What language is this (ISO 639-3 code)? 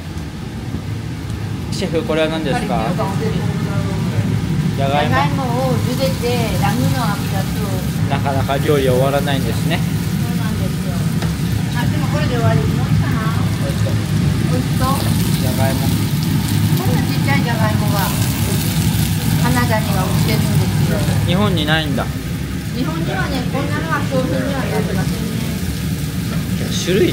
jpn